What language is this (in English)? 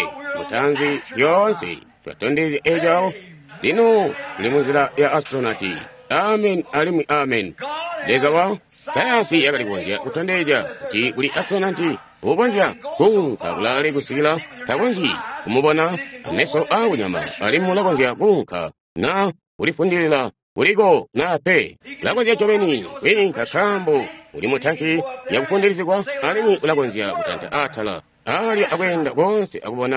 Tonga (Zambia)